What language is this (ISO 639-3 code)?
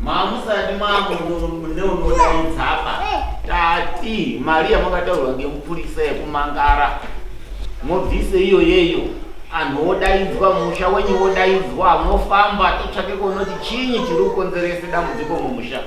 sna